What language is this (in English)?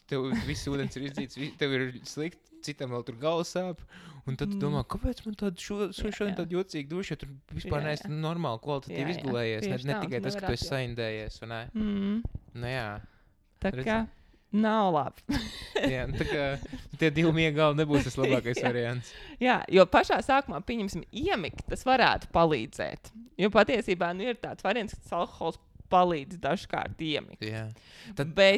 Latvian